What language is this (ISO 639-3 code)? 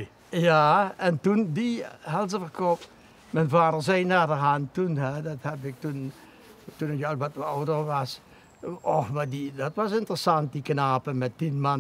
lim